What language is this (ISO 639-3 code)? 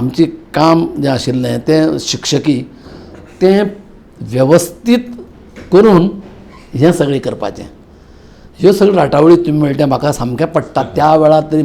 kok